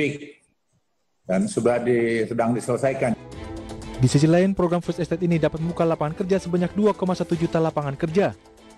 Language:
Indonesian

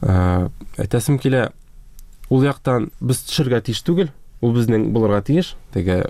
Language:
Tatar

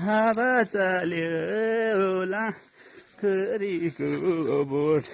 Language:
Nepali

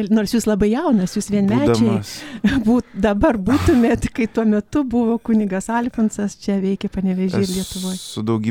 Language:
Lithuanian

